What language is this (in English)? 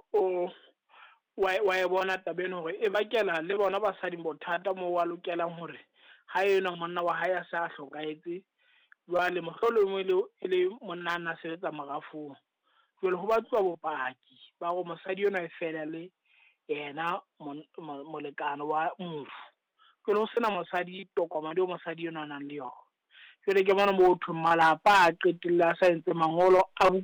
Southern Sotho